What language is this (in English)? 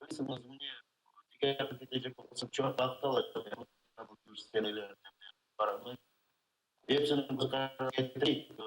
Crimean Tatar